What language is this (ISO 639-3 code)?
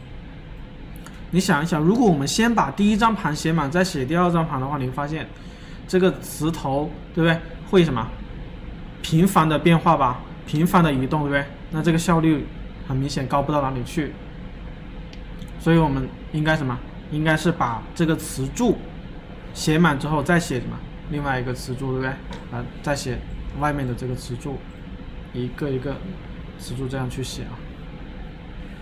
zho